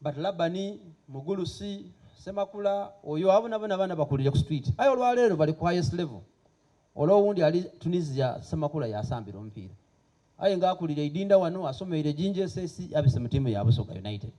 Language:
Soga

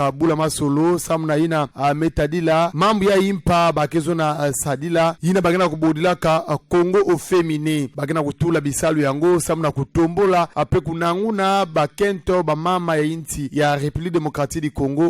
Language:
Kituba (Democratic Republic of Congo)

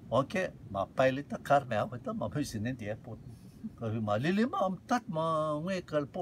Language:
Rotuman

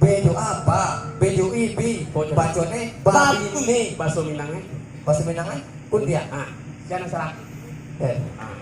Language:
Minangkabau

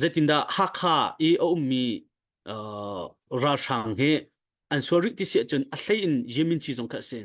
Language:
Hakha Chin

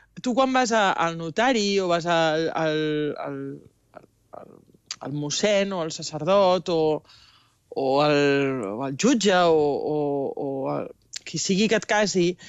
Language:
Catalan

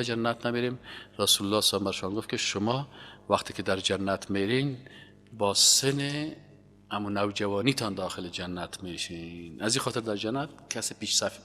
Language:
Persian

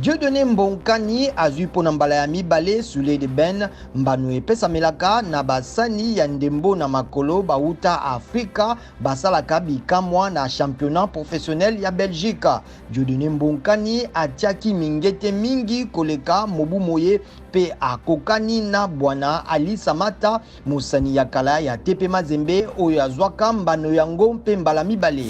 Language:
Lingala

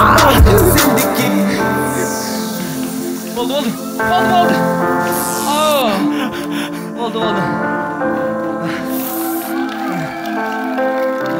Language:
Kyrgyz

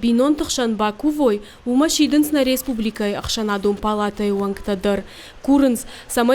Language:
Ossetic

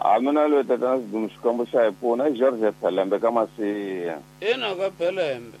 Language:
Tsonga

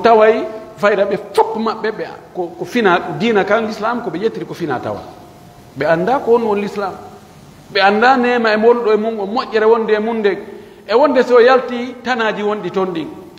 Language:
Pular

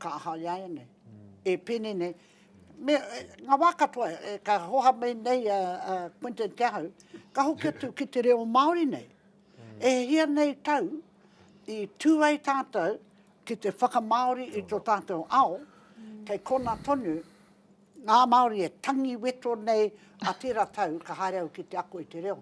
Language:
Māori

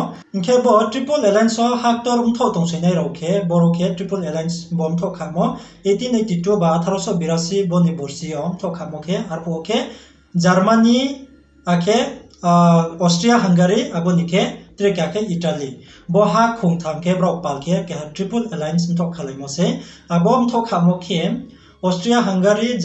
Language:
Riang (India)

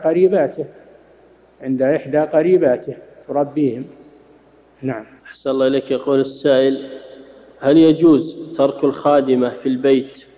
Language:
Arabic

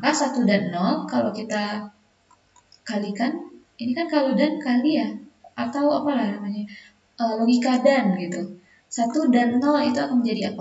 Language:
Indonesian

